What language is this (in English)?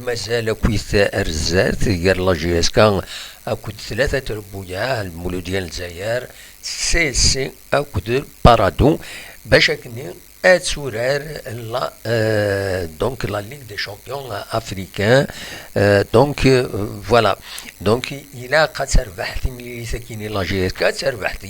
Kabyle